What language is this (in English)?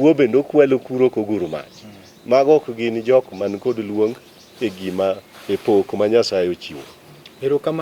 Luo (Kenya and Tanzania)